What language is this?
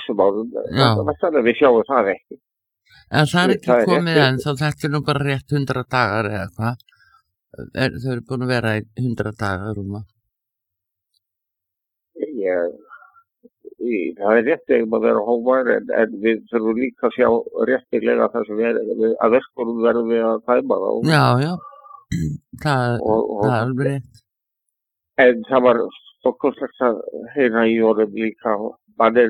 Icelandic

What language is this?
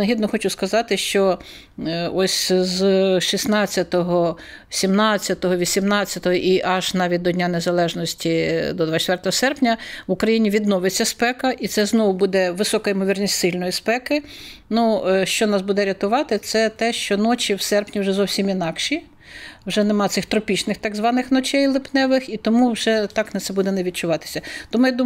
Ukrainian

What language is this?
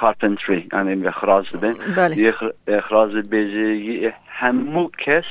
Kurdish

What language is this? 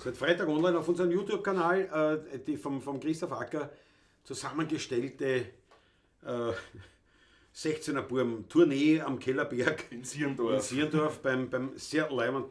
Bavarian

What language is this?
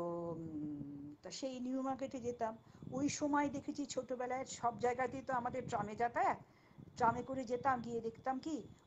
Bangla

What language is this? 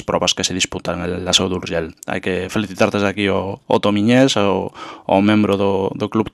Galician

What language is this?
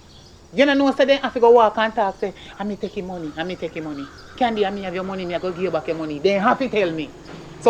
Jamaican Creole English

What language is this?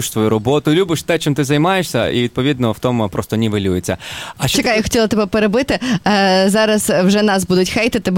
Ukrainian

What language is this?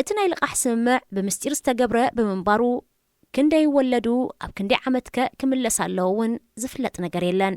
Tigrinya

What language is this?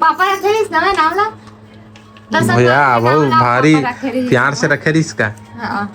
Chhattisgarhi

